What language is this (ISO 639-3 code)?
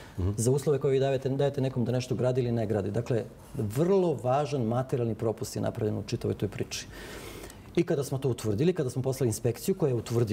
srp